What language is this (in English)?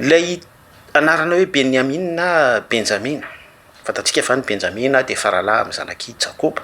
Malagasy